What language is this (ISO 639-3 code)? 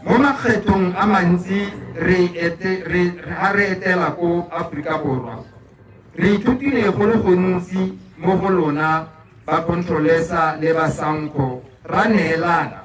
tsn